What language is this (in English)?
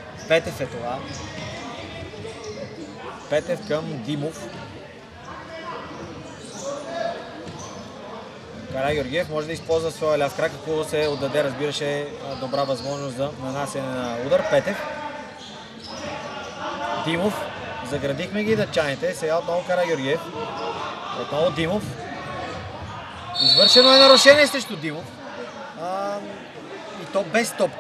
Bulgarian